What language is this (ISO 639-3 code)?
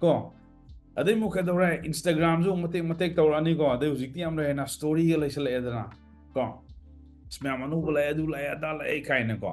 mni